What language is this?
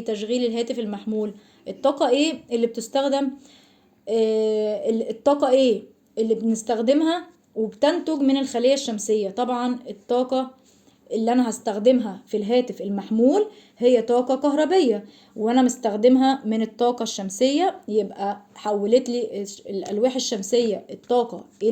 Egyptian Arabic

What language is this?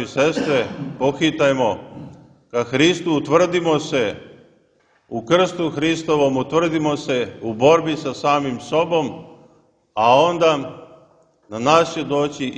Serbian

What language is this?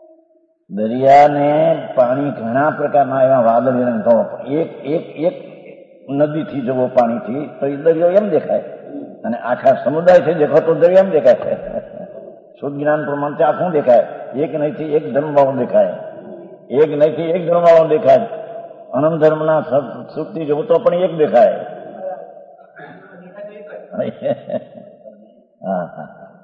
Gujarati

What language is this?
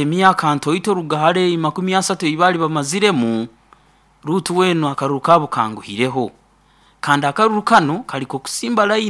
Nyankole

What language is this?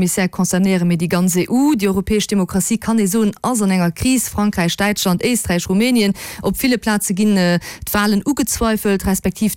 Luxembourgish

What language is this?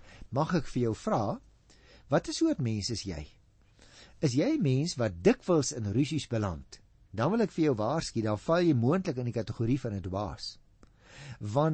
Afrikaans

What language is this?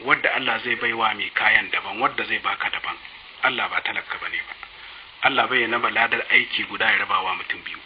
Hausa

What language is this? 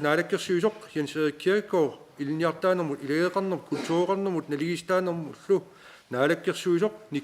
Kalaallisut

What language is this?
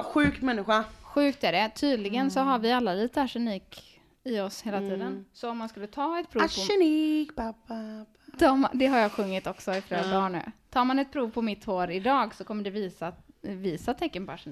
Swedish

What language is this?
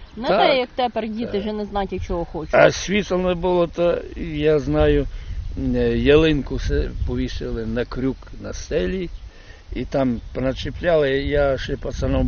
Ukrainian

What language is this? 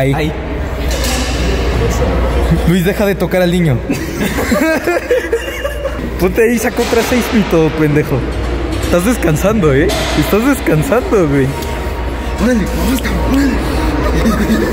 Spanish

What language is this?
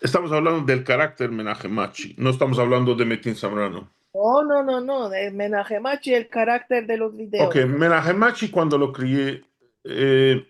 Ladino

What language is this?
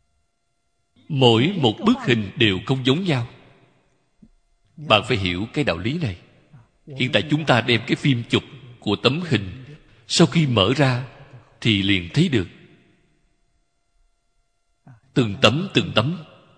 Vietnamese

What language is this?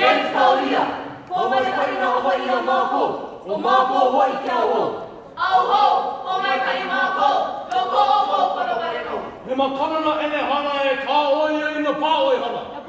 Hawaiian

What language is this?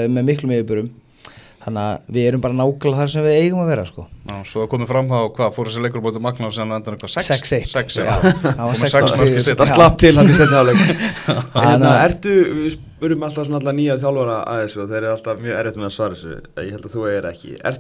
Icelandic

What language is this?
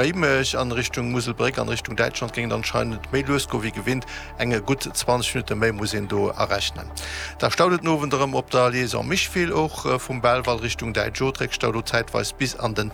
Luxembourgish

